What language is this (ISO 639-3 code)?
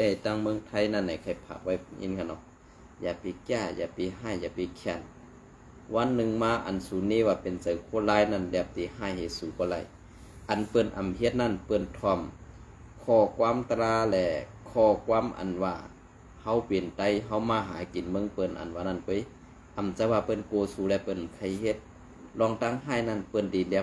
shn